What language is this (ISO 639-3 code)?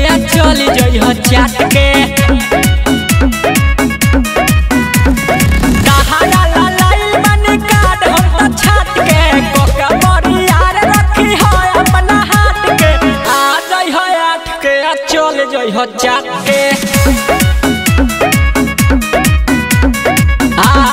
bho